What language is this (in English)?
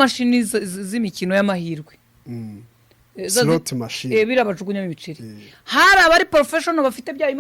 Kinyarwanda